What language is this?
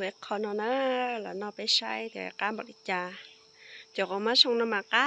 Hmong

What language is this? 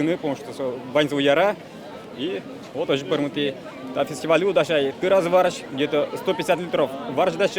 Udmurt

